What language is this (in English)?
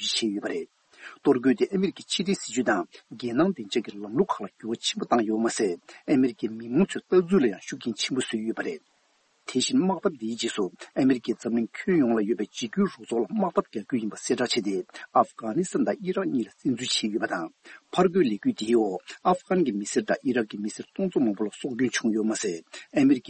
Tibetan